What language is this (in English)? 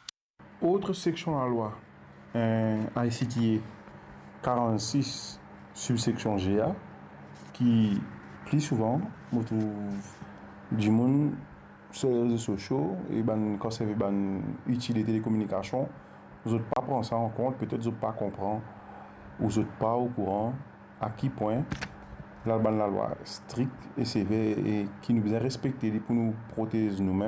Morisyen